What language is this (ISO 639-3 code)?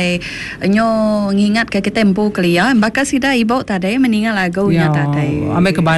iba